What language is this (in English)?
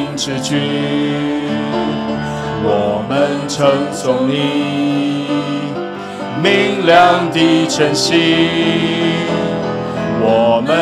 Chinese